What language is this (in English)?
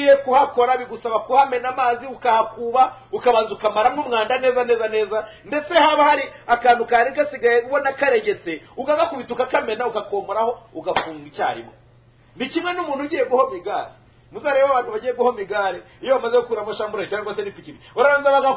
Kinyarwanda